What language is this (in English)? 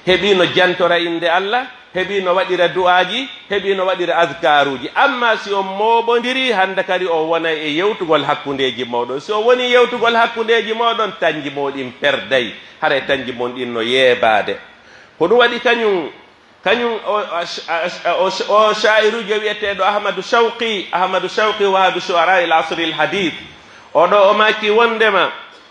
Pular